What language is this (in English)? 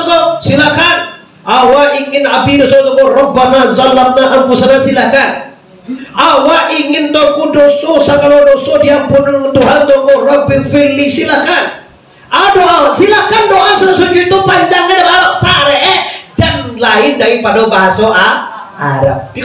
Minangkabau